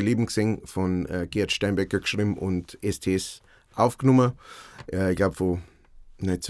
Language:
Bavarian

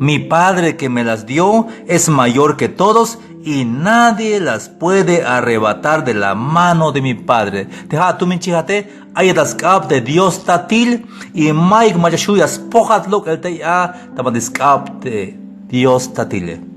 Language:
Tzeltal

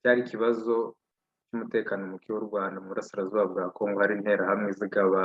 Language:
Kinyarwanda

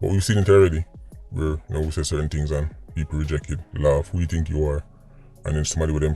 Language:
Jamaican Creole English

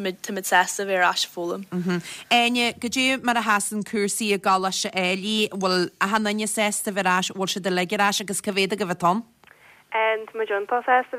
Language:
Irish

